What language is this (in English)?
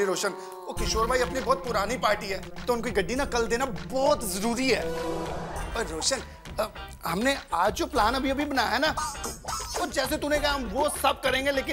Hindi